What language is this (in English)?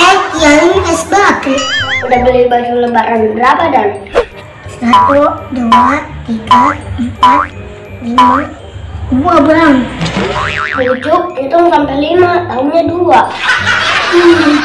Betawi